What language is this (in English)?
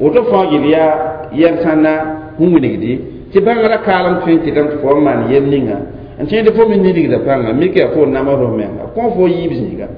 Mossi